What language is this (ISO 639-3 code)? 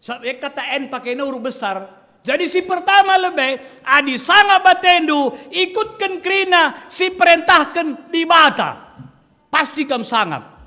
btx